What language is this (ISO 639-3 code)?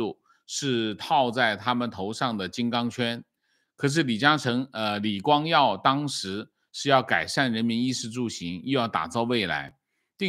zho